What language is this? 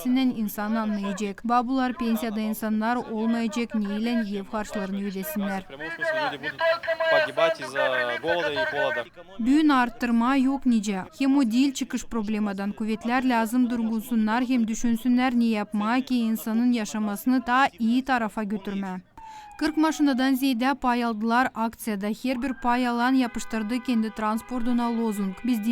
Gagauz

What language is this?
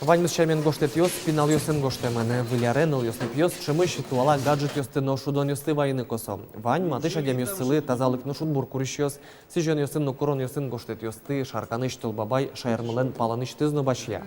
Udmurt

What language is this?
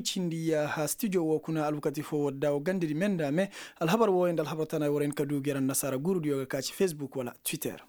Koyraboro Senni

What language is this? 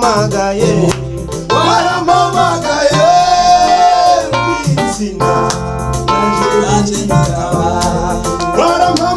Kinyarwanda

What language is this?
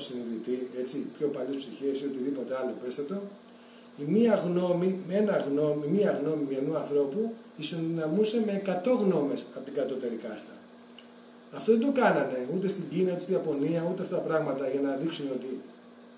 Greek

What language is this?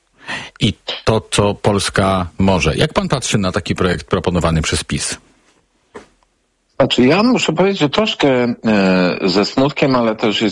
Polish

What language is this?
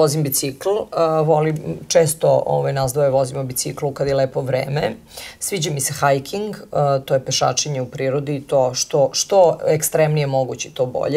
Serbian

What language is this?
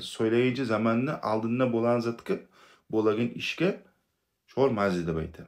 Kumyk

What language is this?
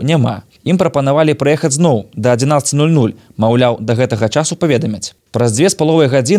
Belarusian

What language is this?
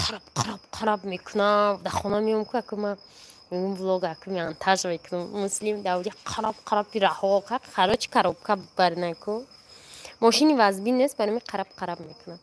Tajik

